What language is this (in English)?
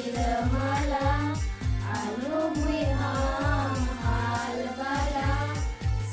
Santali